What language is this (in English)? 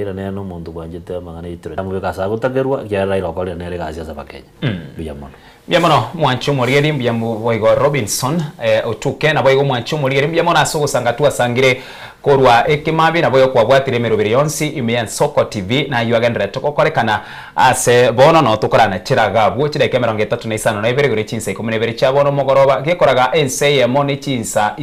Gusii